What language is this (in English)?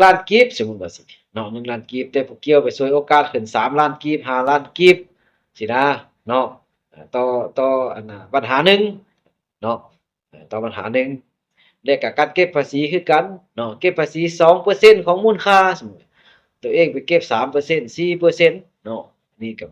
Lao